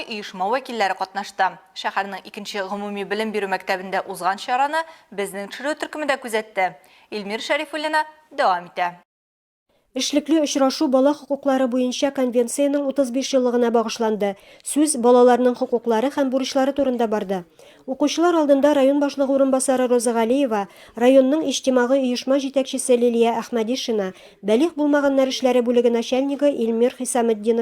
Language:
Tatar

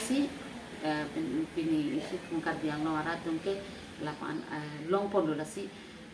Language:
Karbi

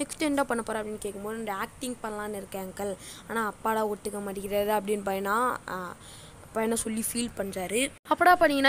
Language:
Tamil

